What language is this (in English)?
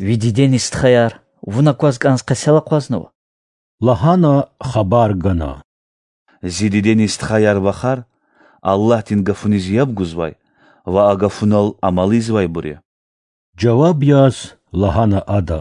Lezghian